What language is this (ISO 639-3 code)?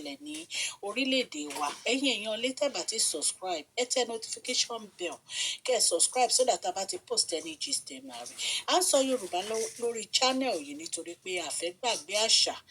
yor